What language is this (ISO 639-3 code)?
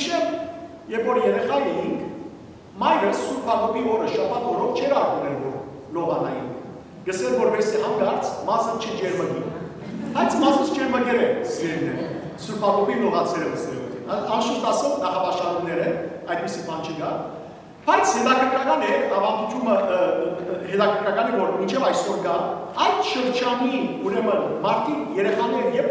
hyw